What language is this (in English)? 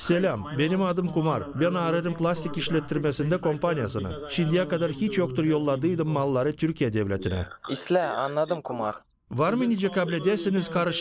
Gagauz